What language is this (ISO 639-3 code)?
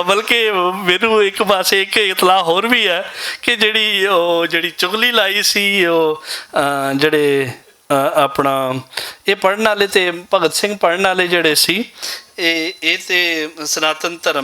lah